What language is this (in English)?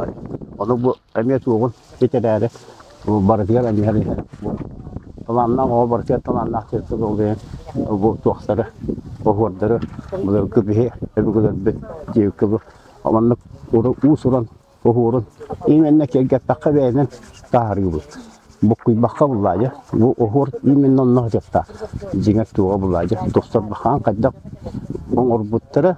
Yakut